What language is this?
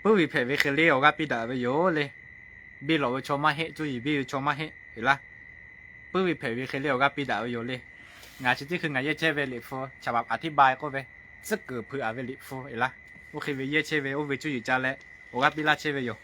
Lahu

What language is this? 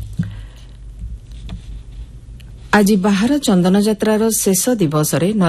Odia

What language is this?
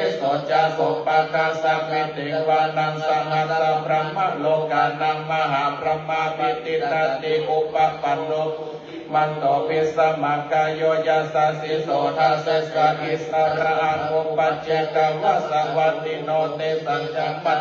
Pali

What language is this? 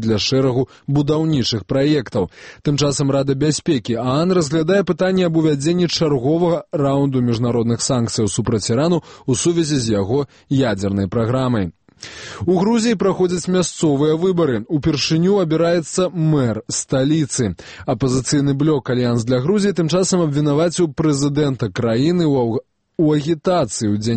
Belarusian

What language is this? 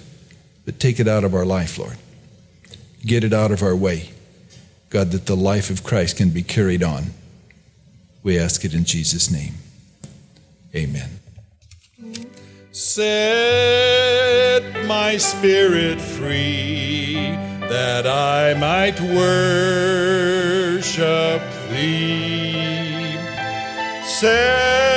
English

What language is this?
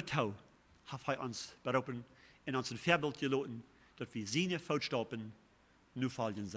Plautdietsch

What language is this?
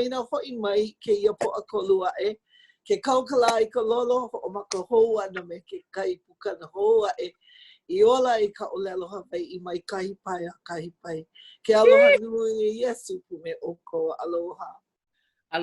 Hawaiian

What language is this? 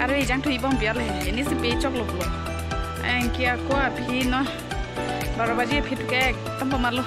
Karbi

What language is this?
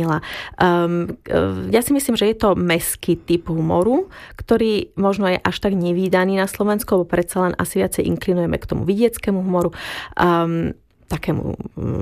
Slovak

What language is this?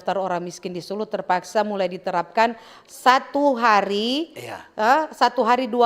Manado Malay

